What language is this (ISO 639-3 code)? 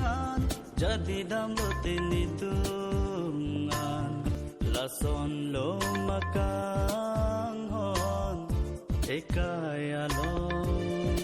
mjw